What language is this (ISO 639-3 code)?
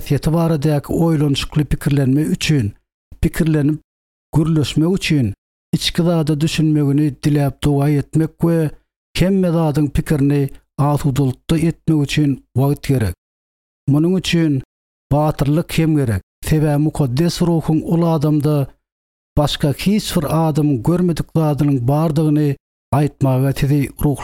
tuk